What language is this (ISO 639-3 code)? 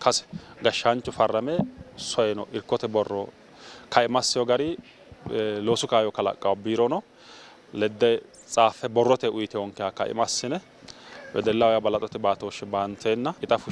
sid